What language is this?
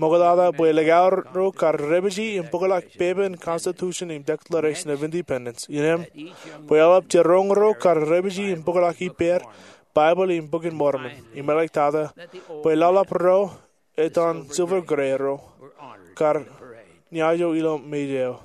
Marshallese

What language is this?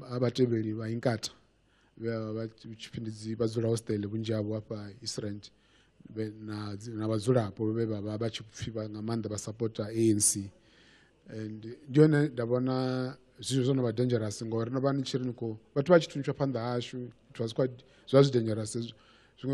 Venda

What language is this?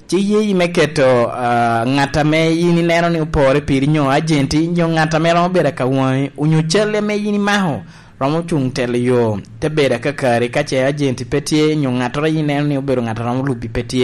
Lango (Uganda)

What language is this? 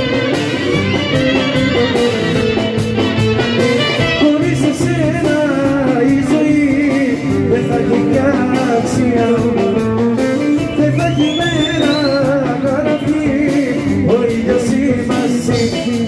Greek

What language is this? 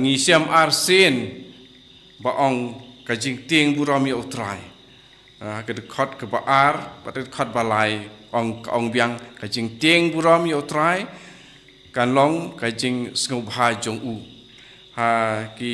Khasi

